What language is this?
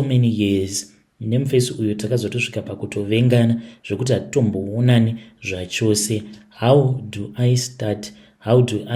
Shona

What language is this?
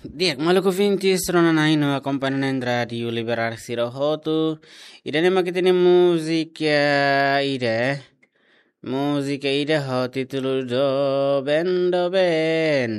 Tetum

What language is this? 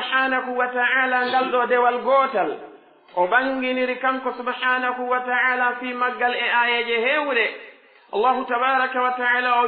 Pular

